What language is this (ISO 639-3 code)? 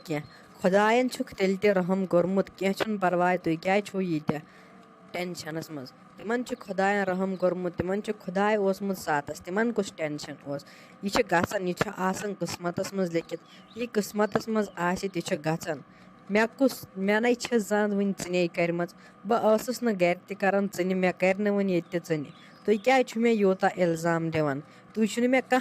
kas